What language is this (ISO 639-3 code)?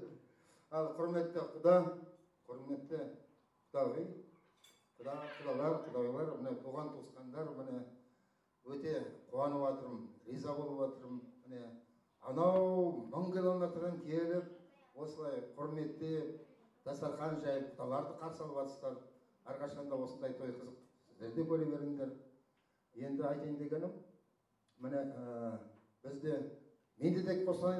kaz